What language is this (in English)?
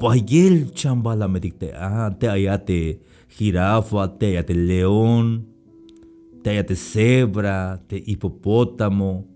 Tzeltal